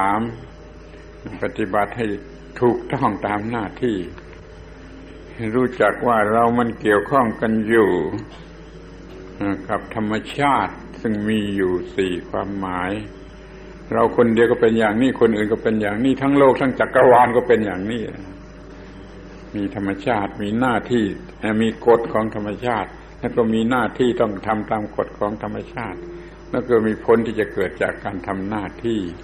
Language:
Thai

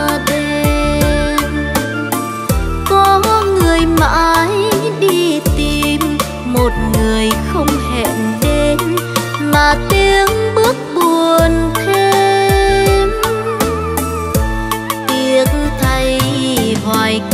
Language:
Vietnamese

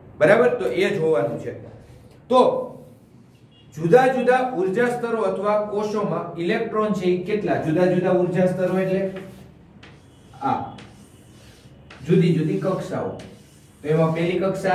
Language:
Gujarati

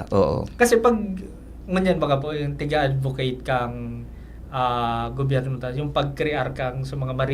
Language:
Bikol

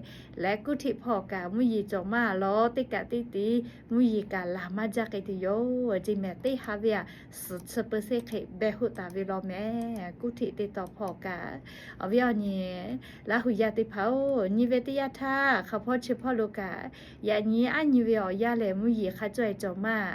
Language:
Lahu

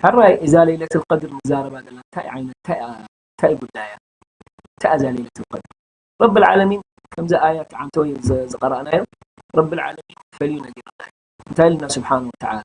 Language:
Tigrinya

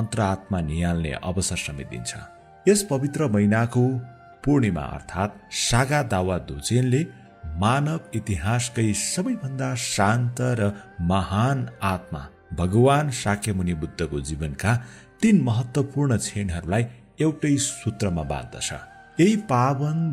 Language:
Nepali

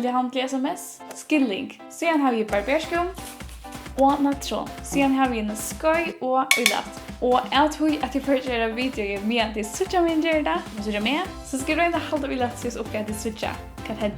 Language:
Faroese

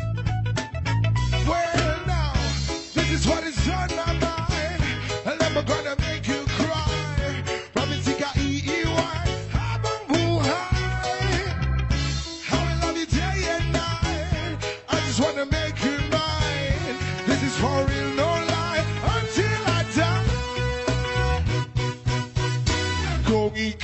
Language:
Filipino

